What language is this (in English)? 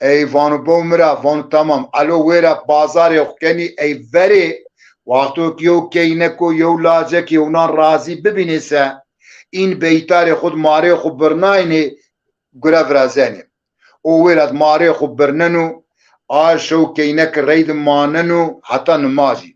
Zaza